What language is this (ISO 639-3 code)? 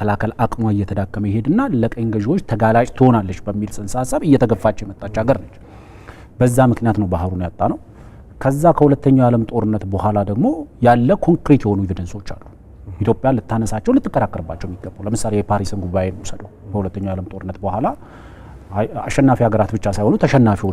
amh